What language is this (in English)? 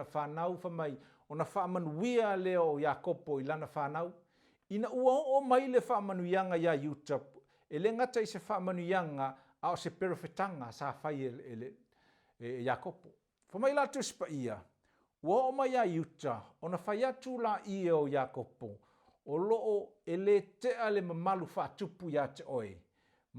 Samoan